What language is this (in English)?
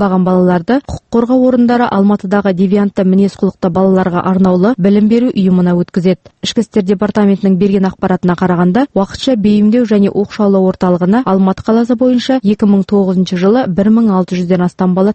Kazakh